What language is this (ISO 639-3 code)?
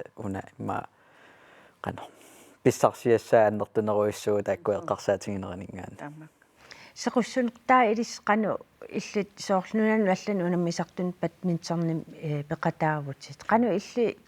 kal